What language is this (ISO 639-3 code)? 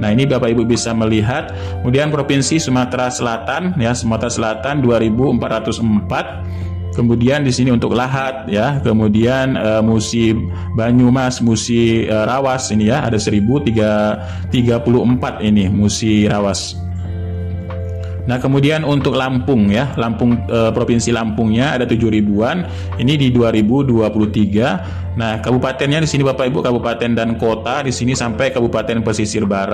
ind